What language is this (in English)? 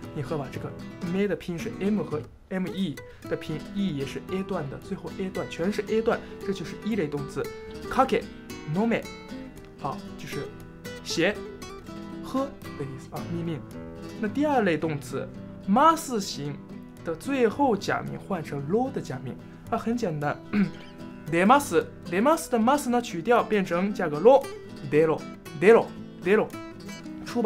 Chinese